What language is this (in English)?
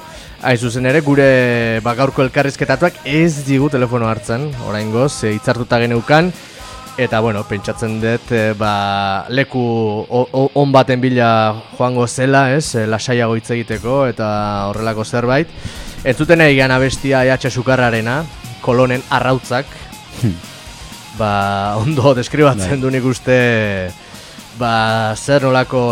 Basque